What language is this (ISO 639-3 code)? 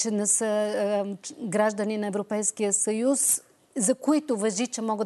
bul